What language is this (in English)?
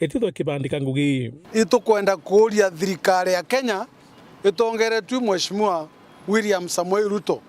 Meru